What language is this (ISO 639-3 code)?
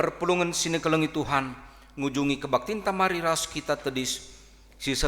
btx